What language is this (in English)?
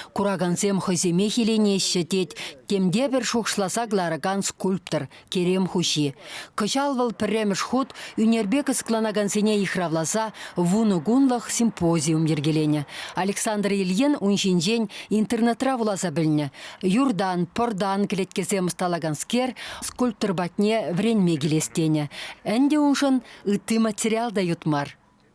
Chuvash